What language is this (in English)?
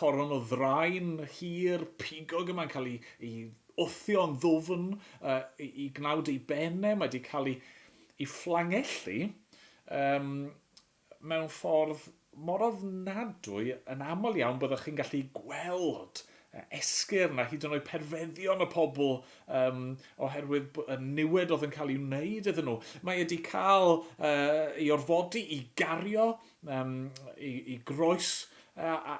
Welsh